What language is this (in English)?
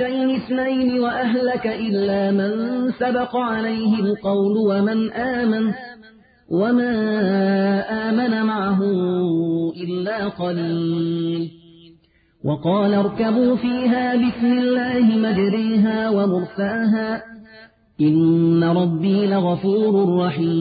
Arabic